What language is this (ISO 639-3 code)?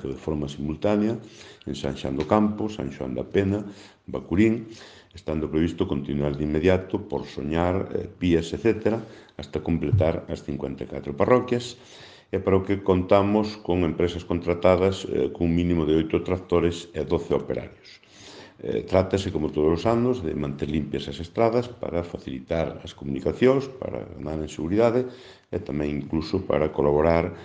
glg